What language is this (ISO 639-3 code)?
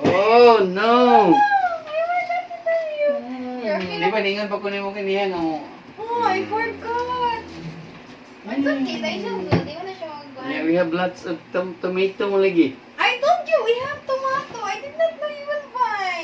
ceb